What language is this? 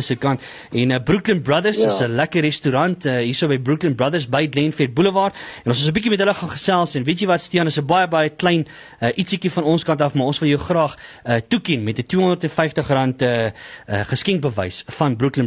Afrikaans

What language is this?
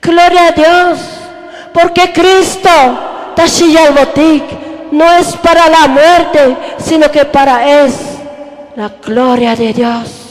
Tzotzil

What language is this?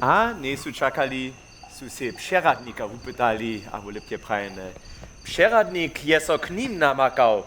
Upper Sorbian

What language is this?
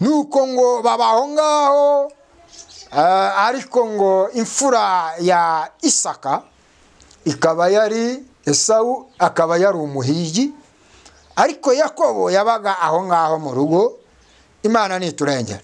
Kinyarwanda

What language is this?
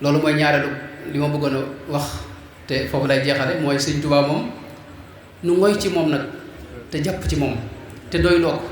Wolof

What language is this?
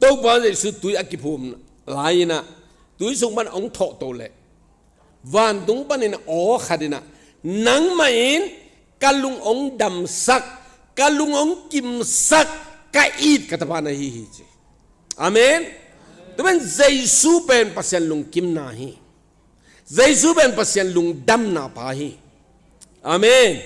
Tedim Chin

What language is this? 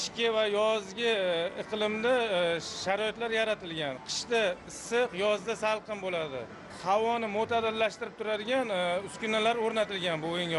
Uzbek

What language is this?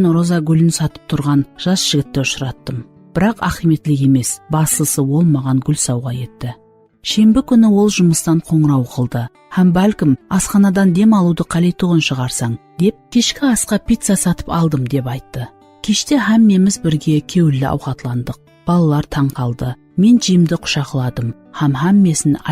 Kara-Kalpak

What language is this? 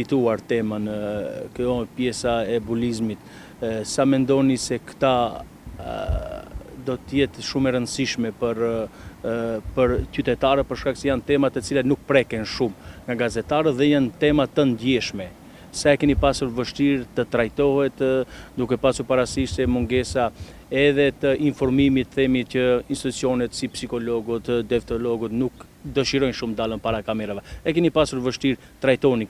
Albanian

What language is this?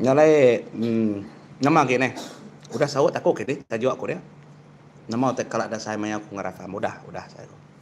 Iban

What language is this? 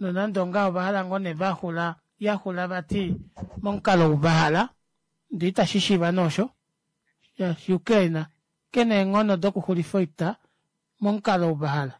Kuanyama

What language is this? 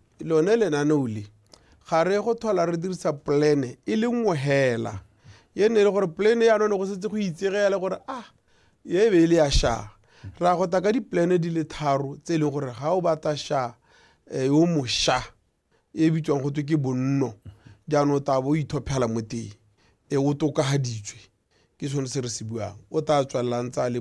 Tswana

